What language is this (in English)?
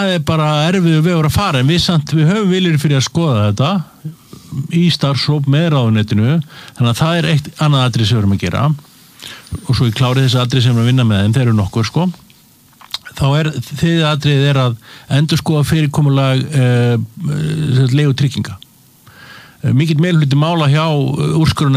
Icelandic